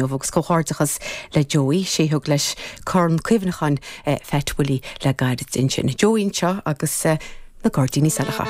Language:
Irish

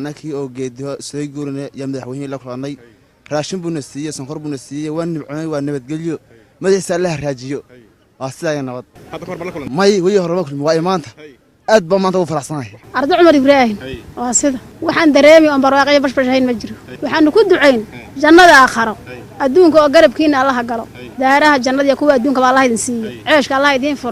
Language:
Somali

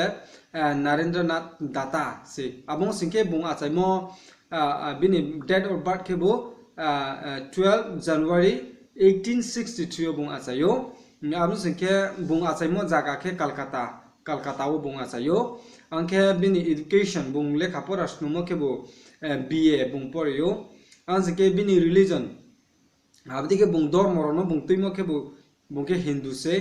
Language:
Riang (India)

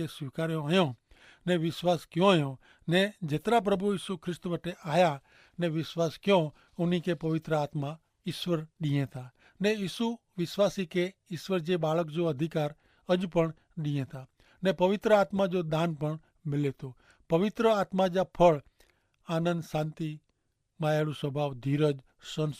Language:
Kachhi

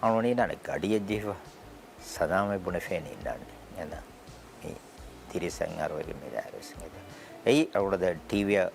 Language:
Divehi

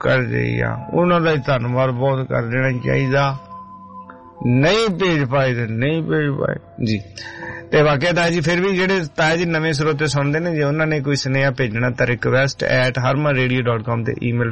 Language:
Punjabi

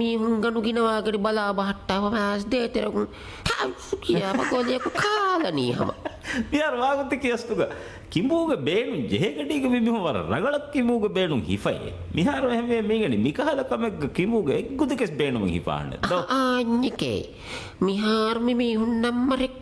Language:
Divehi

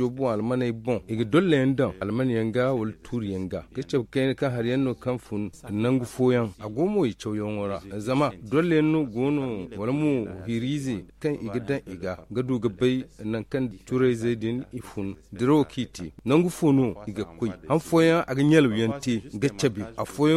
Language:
Zarma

